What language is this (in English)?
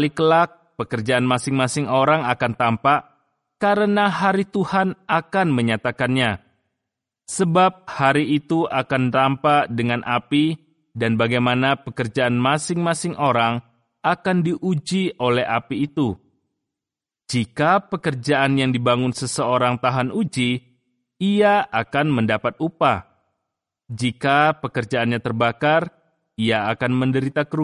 Indonesian